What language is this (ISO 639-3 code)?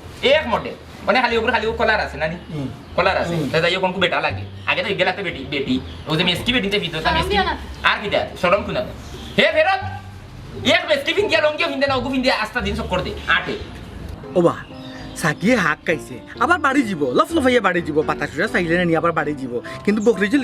syl